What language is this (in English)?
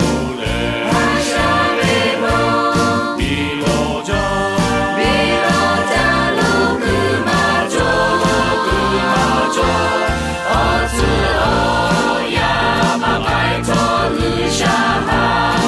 Lahu